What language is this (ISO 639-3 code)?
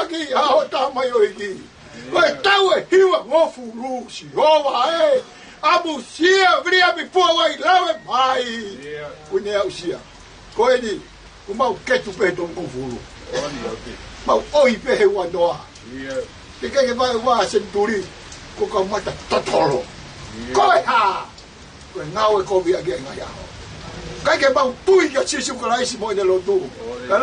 ton